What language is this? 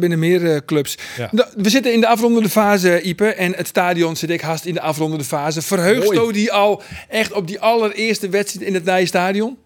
Western Frisian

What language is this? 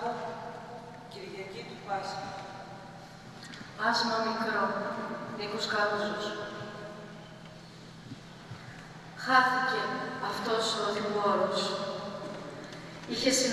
Greek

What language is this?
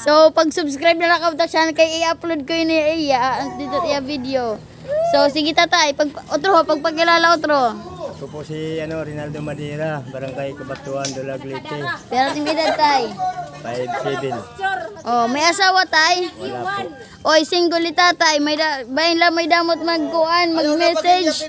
Waray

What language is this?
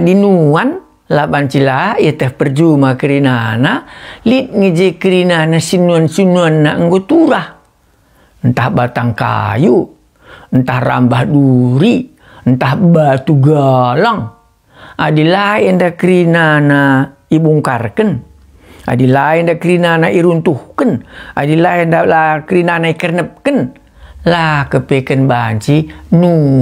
Batak Karo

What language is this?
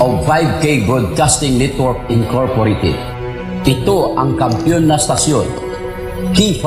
Hiligaynon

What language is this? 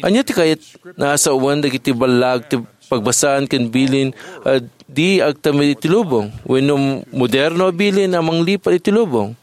Iloko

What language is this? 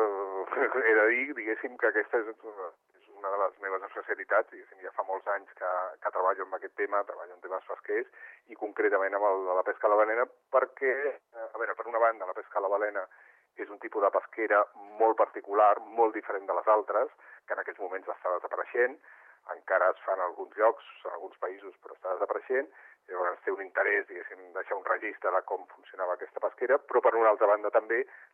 Catalan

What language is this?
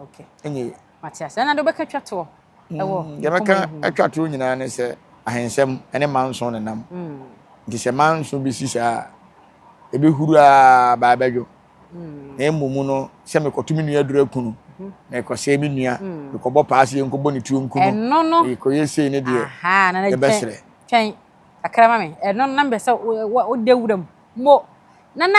Akan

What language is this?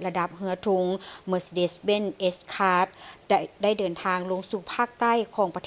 Lao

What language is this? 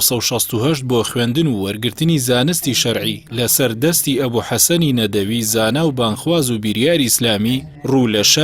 Central Kurdish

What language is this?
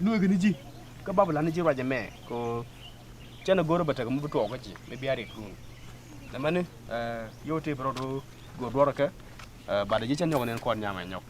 Nuer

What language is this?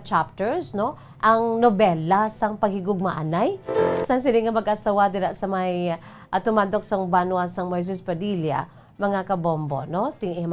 Hiligaynon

